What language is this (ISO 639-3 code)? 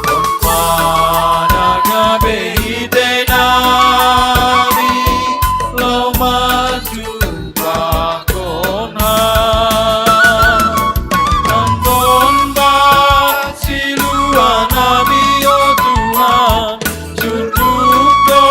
bts